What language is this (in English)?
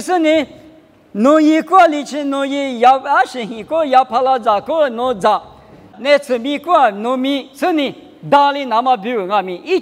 Lisu